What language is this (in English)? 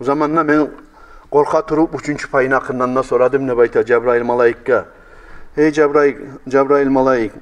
Kumyk